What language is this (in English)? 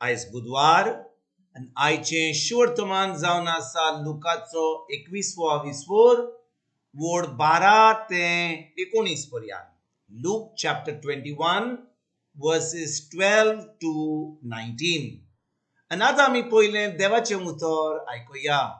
Konkani